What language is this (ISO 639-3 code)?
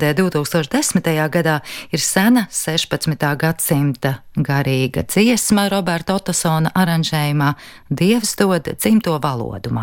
lav